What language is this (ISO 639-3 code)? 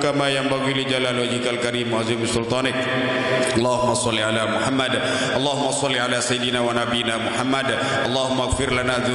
sas